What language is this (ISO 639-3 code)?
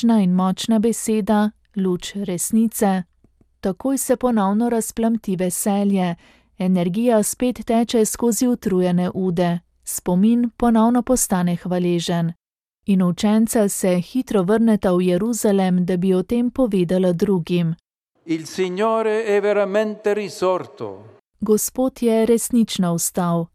slv